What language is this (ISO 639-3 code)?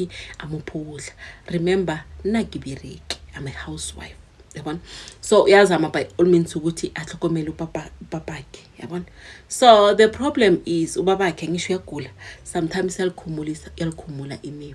zul